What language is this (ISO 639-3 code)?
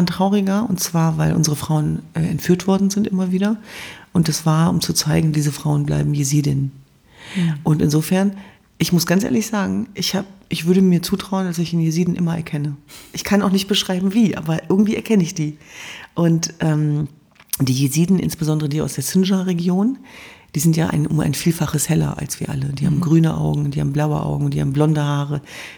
deu